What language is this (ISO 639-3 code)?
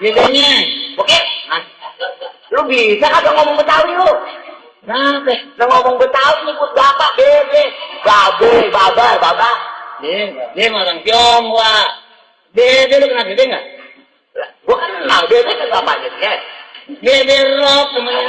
bew